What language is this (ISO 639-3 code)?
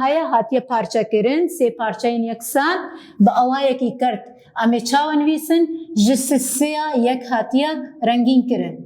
kur